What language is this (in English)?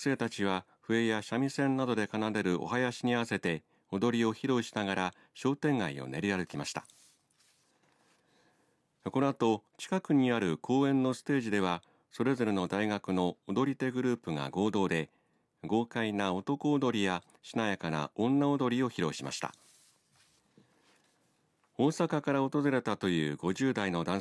Japanese